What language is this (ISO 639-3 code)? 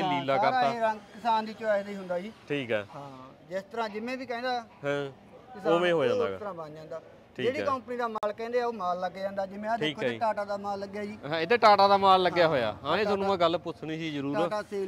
pan